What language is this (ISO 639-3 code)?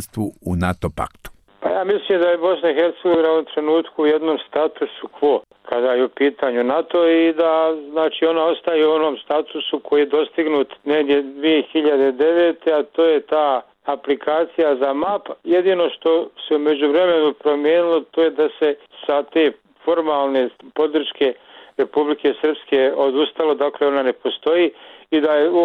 bos